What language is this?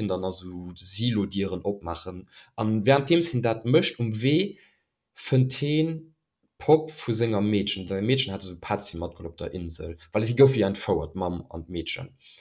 Luxembourgish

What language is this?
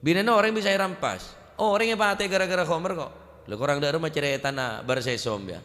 Madurese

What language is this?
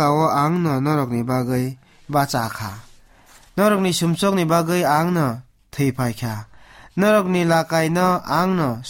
Kok Borok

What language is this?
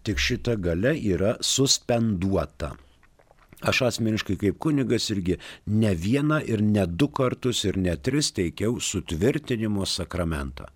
Lithuanian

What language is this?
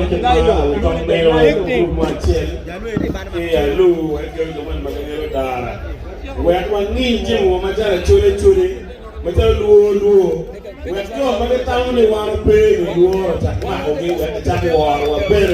Acoli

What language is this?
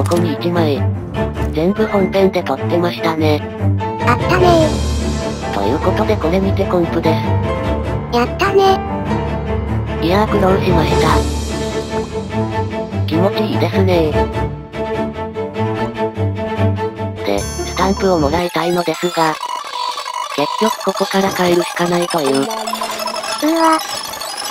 Japanese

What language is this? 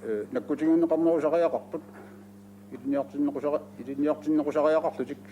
Kalaallisut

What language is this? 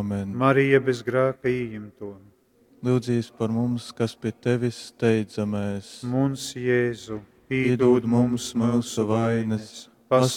Latgalian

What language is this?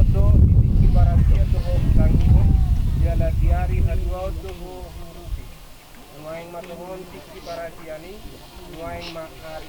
Batak Toba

